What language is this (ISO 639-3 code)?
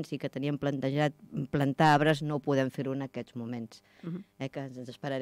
cat